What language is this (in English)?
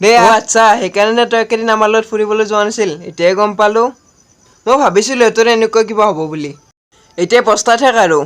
Assamese